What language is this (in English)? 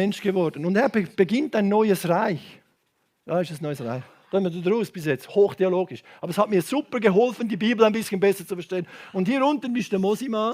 Swiss German